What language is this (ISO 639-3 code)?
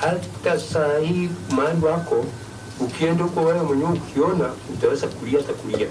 mer